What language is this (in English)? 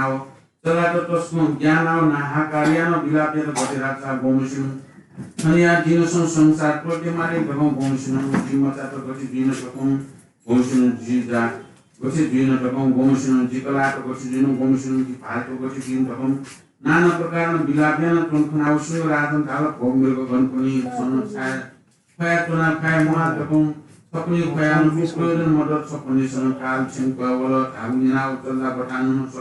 Newari